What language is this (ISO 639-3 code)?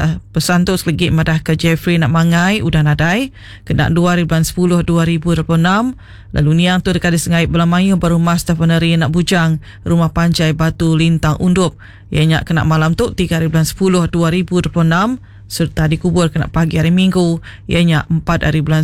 iba